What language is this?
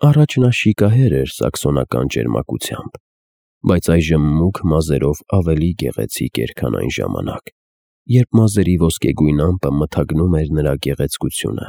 Armenian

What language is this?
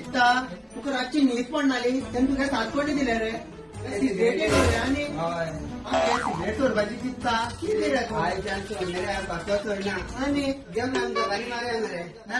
Konkani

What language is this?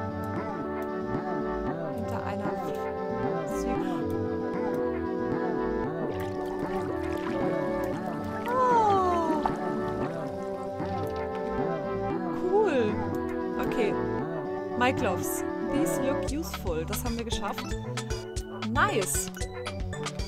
German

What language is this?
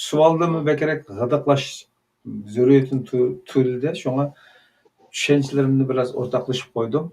Uyghur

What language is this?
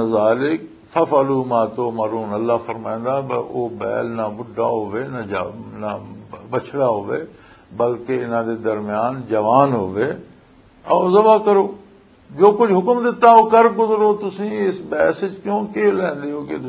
Western Panjabi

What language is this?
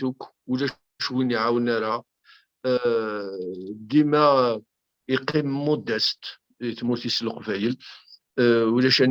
Kabyle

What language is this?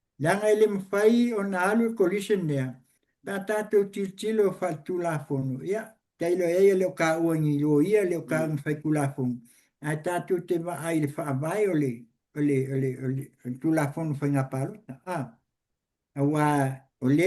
Samoan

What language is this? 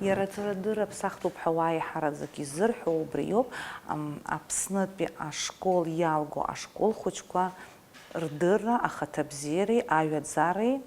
Abkhazian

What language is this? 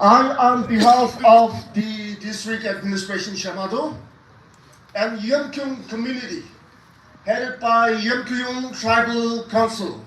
Naga Pidgin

